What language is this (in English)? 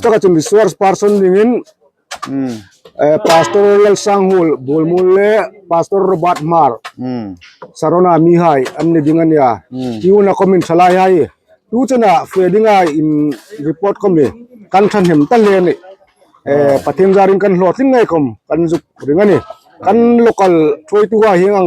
Hmar